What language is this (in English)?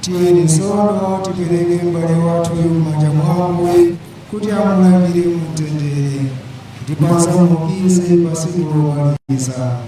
Nyanja